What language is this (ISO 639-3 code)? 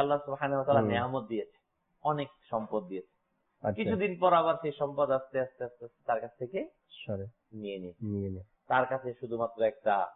ben